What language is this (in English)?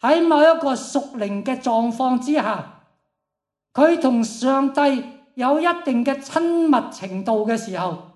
Cantonese